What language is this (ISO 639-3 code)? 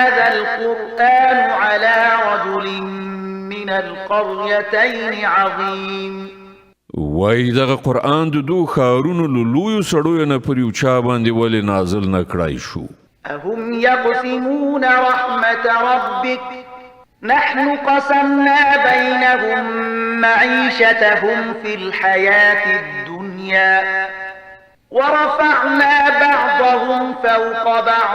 pus